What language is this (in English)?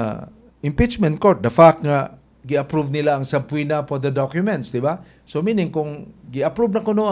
Cebuano